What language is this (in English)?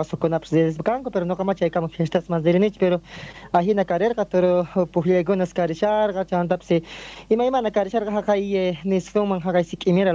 South Bolivian Quechua